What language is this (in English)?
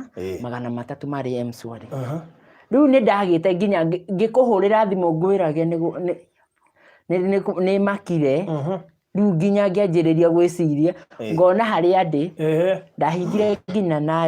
Kikuyu